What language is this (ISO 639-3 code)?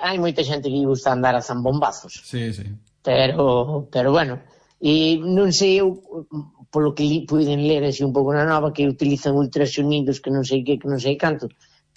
glg